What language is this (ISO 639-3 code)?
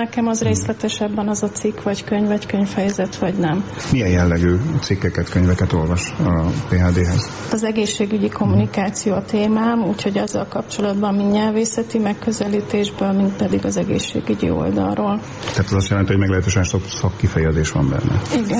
hun